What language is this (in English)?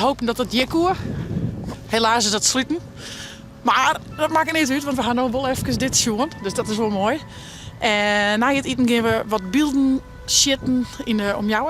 Western Frisian